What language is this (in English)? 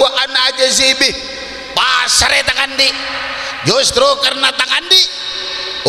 Madurese